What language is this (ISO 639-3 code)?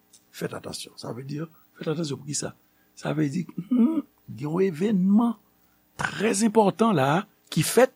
hat